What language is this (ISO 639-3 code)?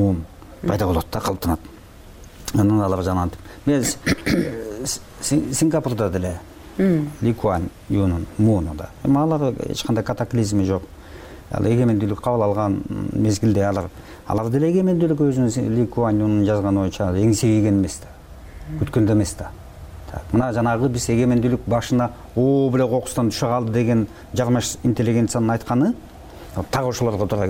kir